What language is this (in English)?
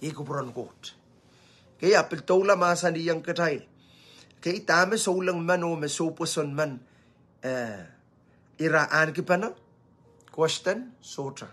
Pohnpeian